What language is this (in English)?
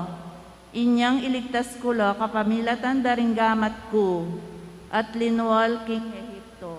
Pampanga